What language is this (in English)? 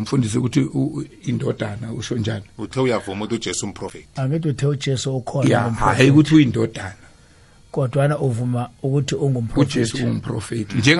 South Ndebele